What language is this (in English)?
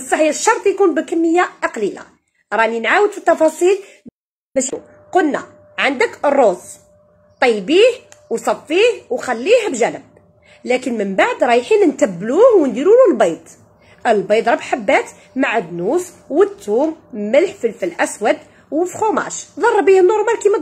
Algerian Arabic